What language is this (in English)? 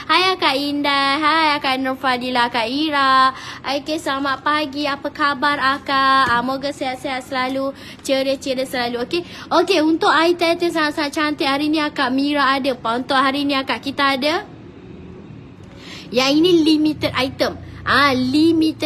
Malay